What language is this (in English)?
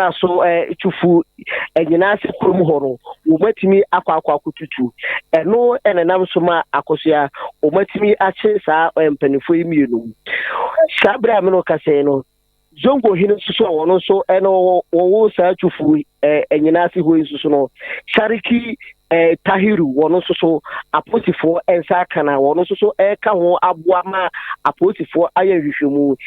Akan